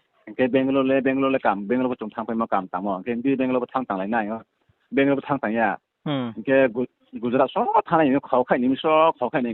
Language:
Riang (India)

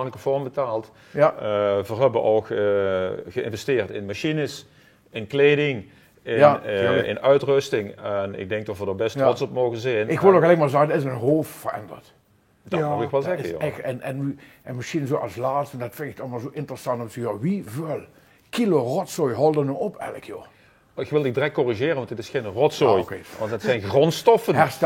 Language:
Limburgish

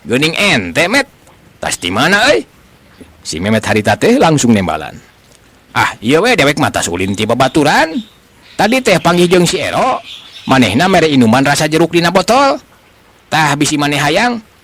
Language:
Sundanese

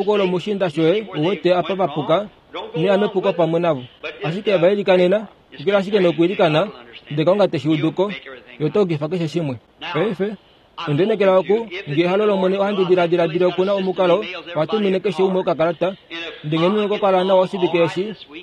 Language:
Kuanyama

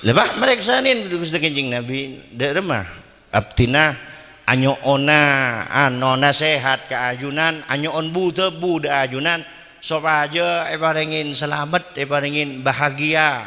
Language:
Madurese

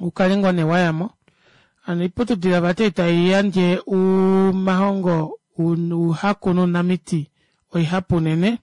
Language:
Kuanyama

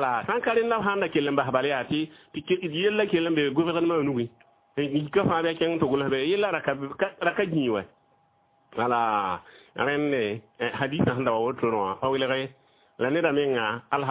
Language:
Mossi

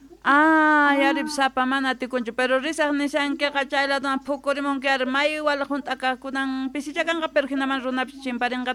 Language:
South Bolivian Quechua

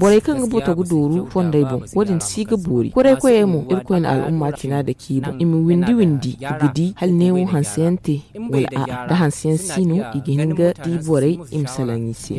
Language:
Zarma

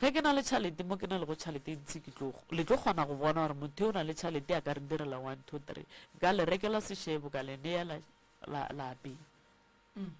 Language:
Northern Sotho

